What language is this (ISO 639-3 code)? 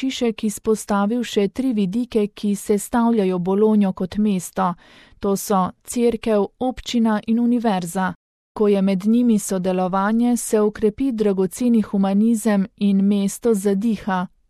slv